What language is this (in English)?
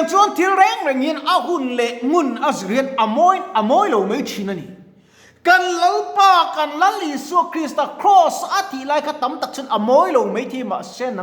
Mizo